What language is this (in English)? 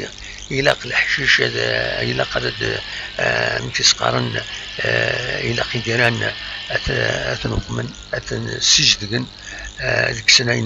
Kabyle